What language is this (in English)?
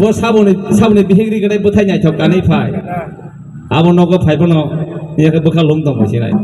Kok Borok